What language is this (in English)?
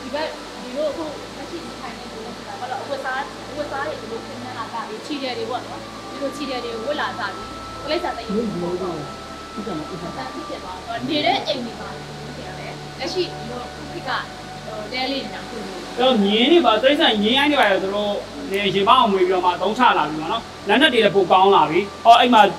Burmese